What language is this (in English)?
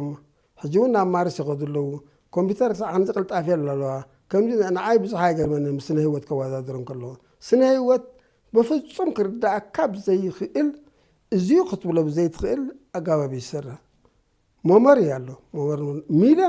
Tigrinya